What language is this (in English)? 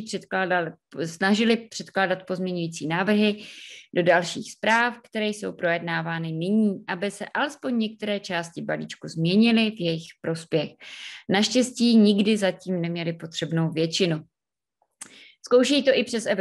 Czech